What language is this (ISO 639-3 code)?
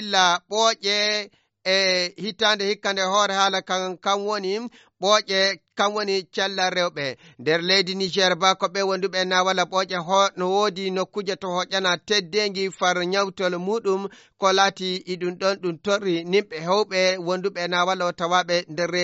ful